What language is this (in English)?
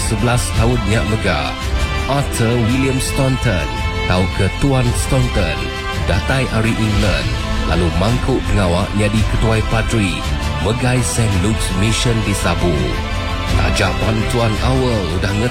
Iban